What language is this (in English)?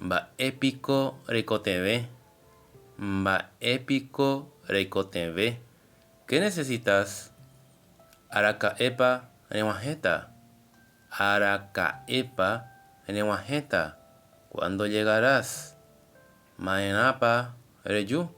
Guarani